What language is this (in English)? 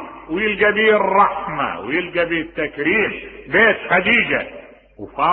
Mesopotamian Arabic